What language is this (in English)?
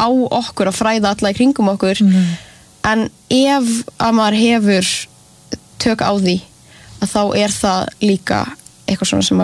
Icelandic